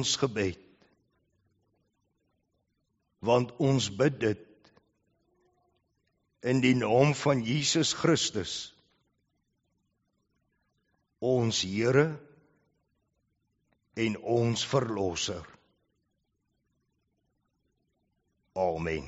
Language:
Afrikaans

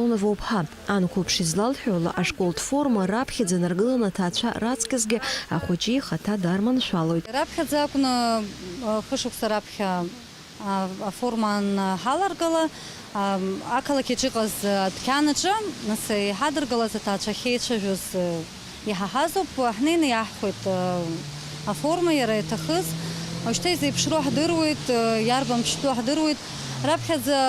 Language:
Abkhazian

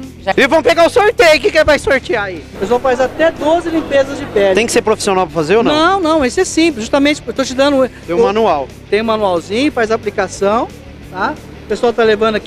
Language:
Portuguese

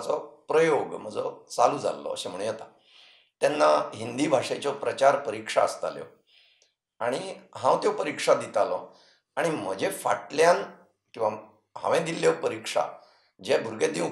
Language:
Konkani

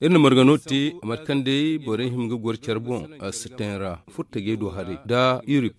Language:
Zarma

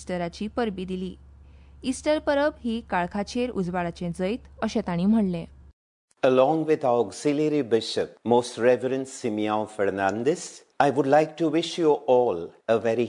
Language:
Konkani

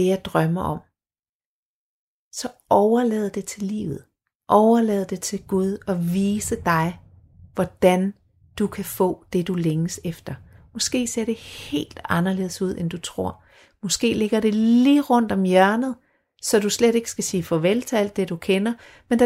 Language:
Danish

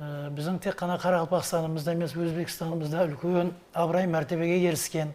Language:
Kara-Kalpak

